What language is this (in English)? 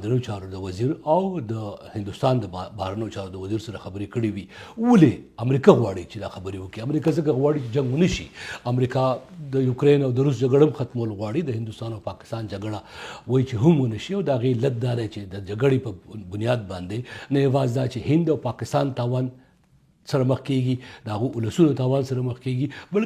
Pashto